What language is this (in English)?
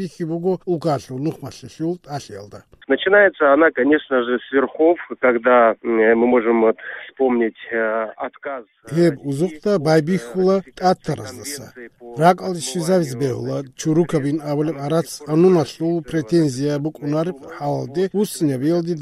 Avaric